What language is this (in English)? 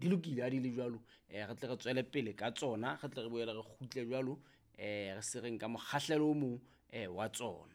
Southern Sotho